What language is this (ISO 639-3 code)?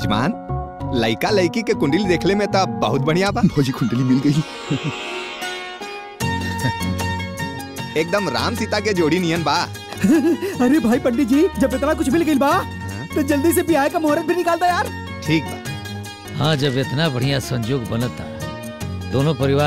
bho